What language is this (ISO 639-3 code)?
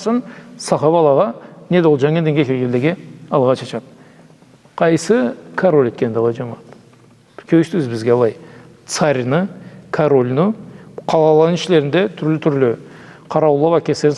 krc